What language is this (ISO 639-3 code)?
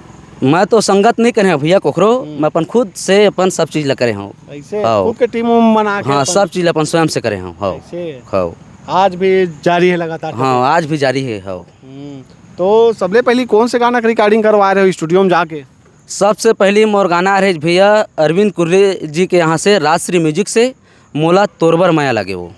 hne